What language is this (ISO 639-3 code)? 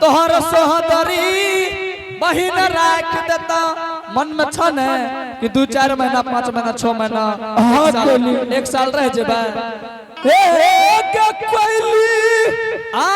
anp